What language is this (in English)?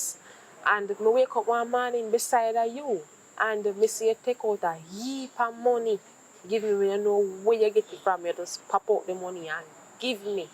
Jamaican Creole English